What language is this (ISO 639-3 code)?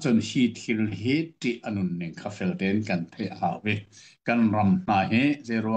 cnh